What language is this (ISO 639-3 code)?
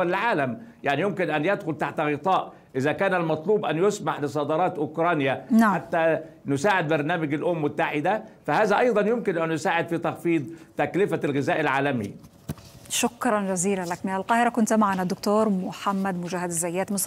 ara